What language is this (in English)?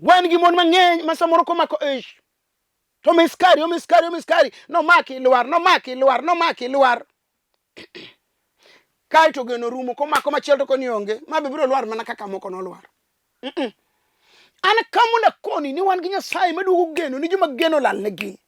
Luo (Kenya and Tanzania)